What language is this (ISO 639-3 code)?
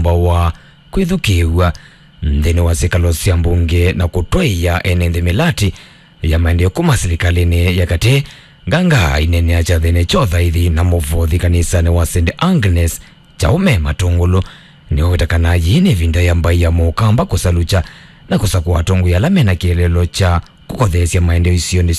kam